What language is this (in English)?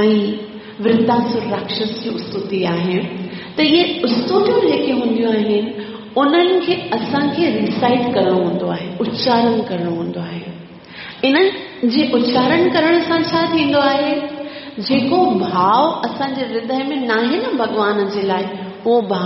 Sindhi